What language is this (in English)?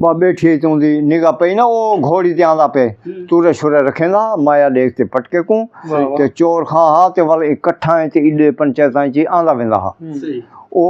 Saraiki